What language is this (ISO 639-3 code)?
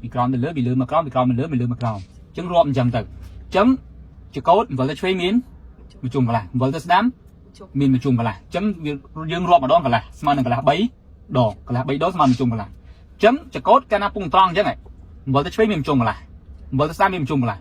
khm